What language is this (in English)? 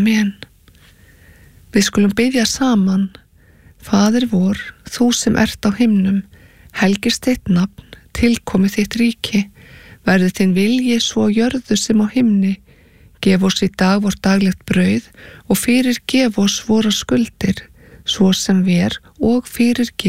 Icelandic